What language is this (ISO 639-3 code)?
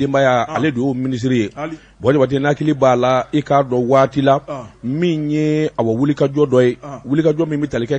bam